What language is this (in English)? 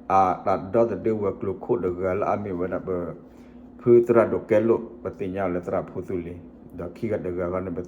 S'gaw Karen